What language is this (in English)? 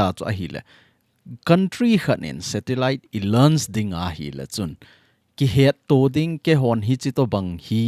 Thado Chin